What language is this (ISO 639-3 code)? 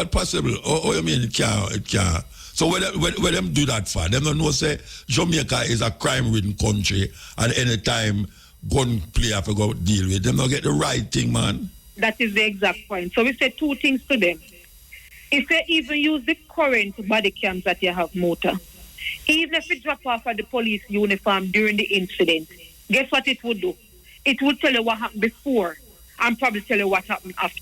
jam